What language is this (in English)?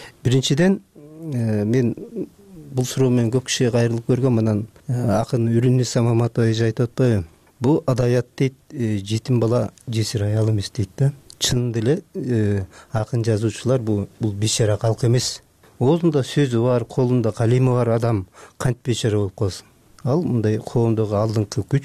Kyrgyz